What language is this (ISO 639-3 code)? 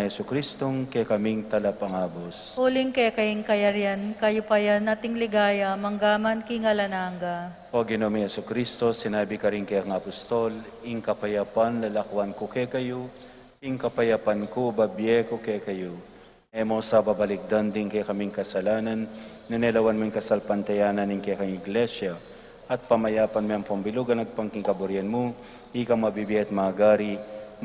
pam